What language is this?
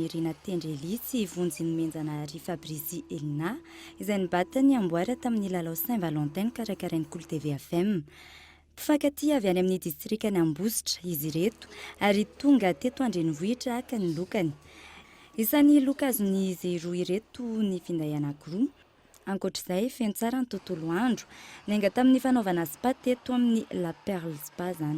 Malagasy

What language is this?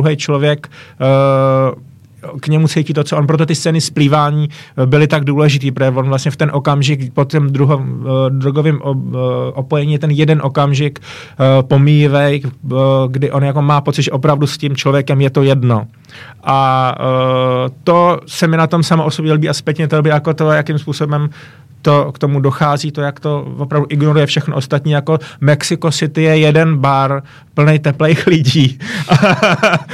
Czech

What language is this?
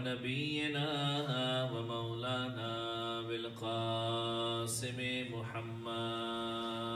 Urdu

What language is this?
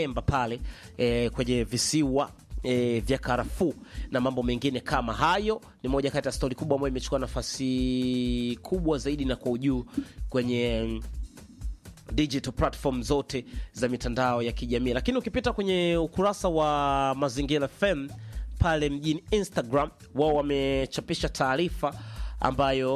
Swahili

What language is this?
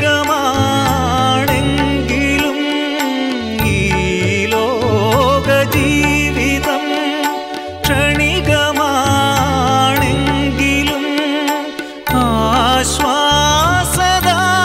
Malayalam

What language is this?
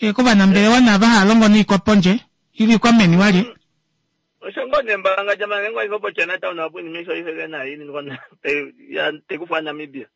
Kuanyama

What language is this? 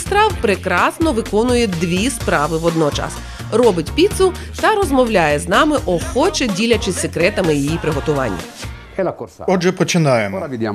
Ukrainian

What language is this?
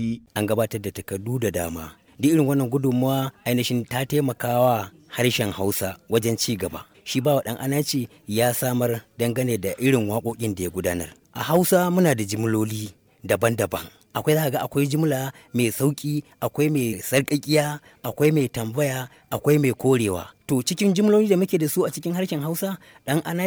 Hausa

